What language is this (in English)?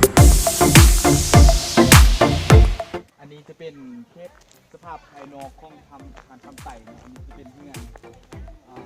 Lao